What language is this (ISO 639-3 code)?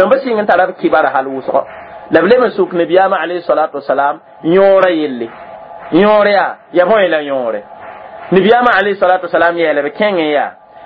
mos